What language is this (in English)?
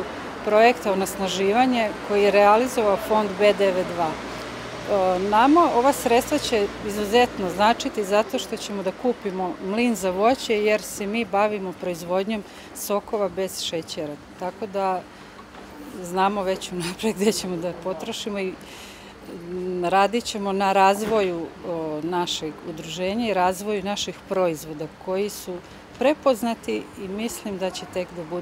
Serbian